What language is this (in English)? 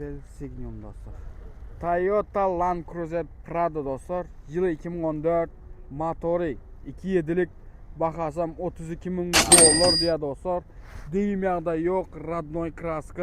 Turkmen